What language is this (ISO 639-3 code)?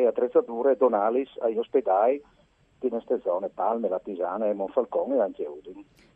fur